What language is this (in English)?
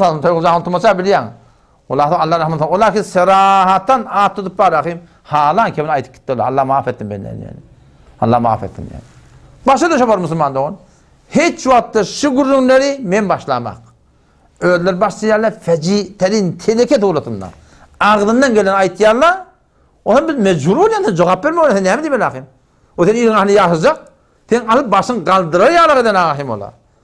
Turkmen